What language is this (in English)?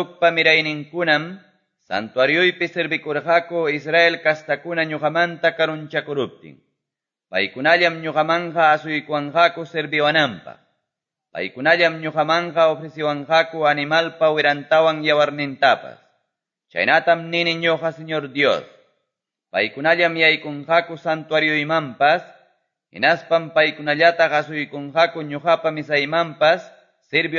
Quechua